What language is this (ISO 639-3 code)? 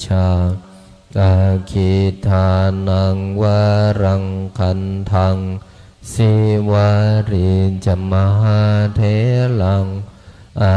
pli